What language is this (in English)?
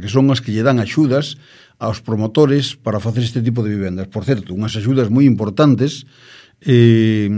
Galician